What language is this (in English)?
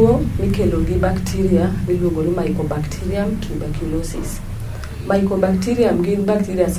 Luo (Kenya and Tanzania)